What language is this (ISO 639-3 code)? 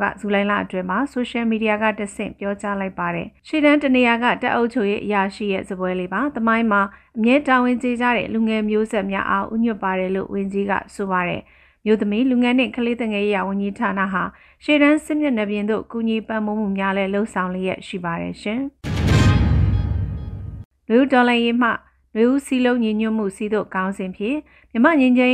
mya